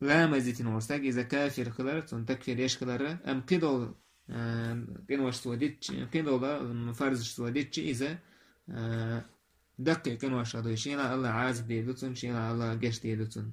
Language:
Chechen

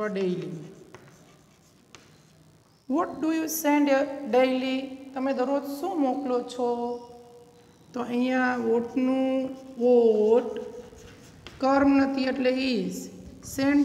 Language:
Gujarati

